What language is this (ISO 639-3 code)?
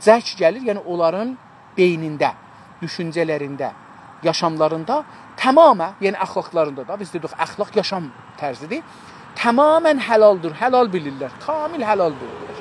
azb